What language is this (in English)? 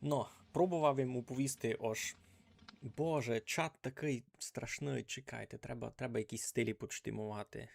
Rusyn